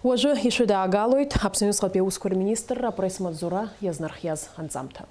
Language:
Abkhazian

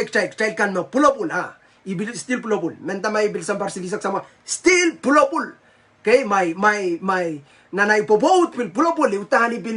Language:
Pohnpeian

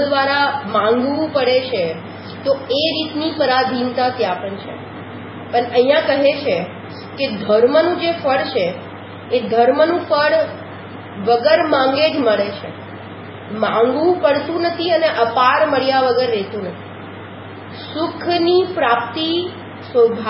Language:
Gujarati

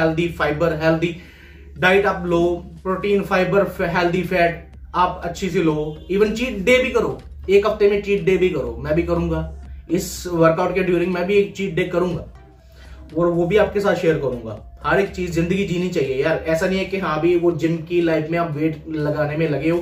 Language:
Hindi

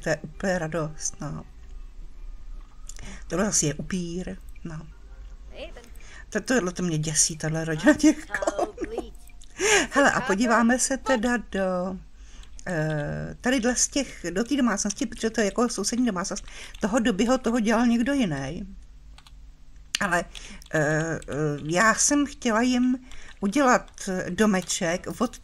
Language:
Czech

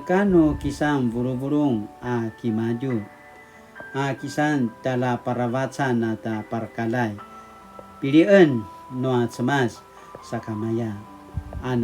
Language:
Paiwan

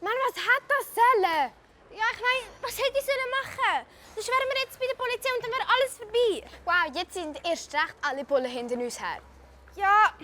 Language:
Swiss German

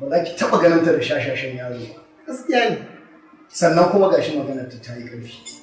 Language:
Hausa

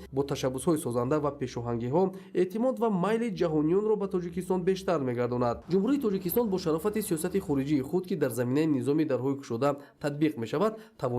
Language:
Tajik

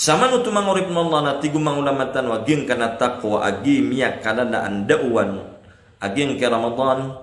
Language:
Maranao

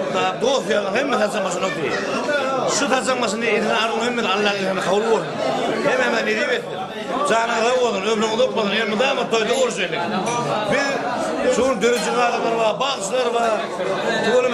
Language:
Turkmen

